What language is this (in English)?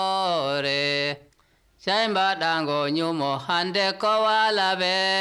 Nigerian Fulfulde